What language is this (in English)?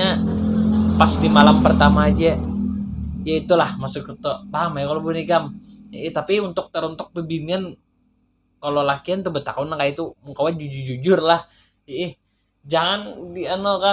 Banjar